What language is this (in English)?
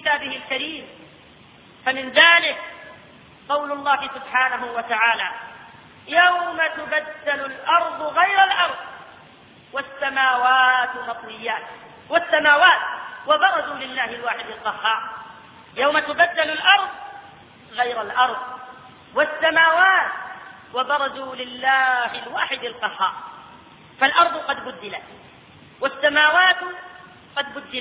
Arabic